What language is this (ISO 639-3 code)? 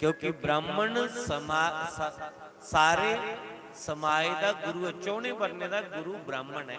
doi